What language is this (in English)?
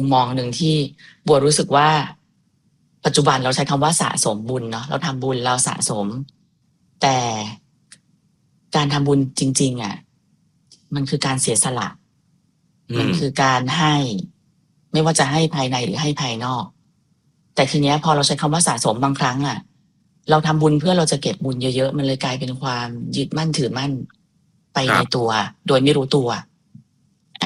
Thai